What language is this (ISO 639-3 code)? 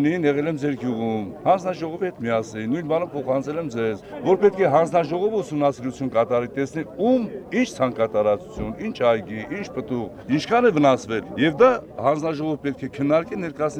hye